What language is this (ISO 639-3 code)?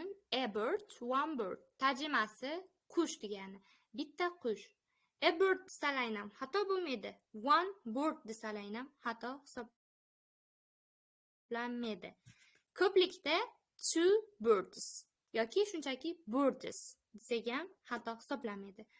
uzb